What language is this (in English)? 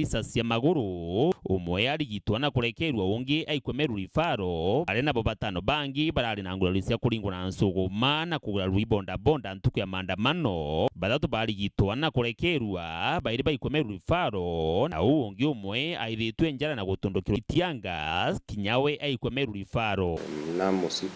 Meru